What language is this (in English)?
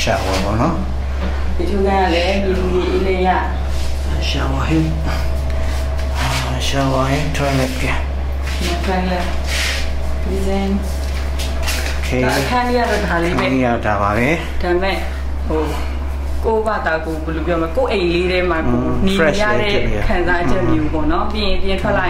Burmese